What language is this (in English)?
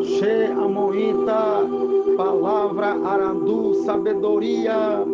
Guarani